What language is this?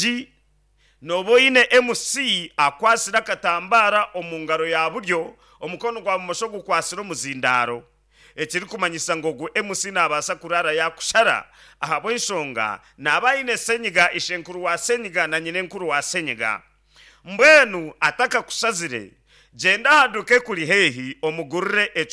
Nyankole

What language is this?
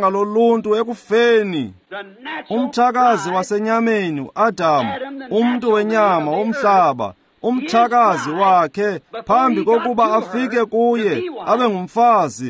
Xhosa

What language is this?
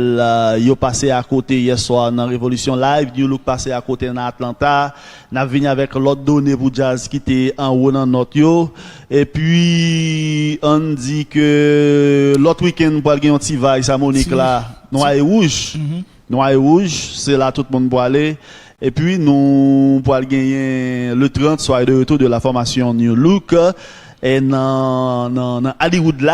Haitian Creole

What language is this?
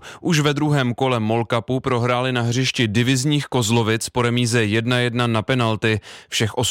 Czech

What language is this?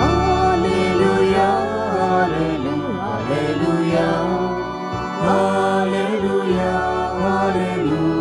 Konkani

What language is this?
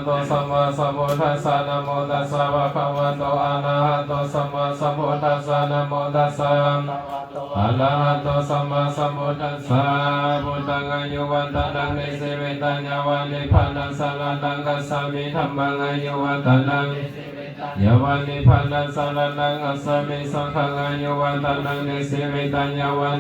Pali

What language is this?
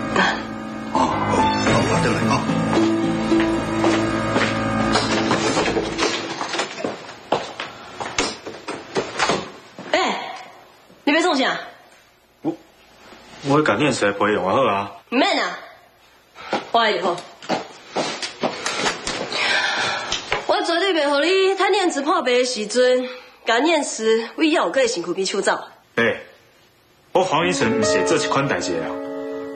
Min Nan Chinese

